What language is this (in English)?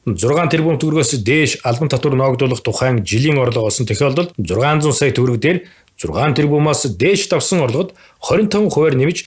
Mongolian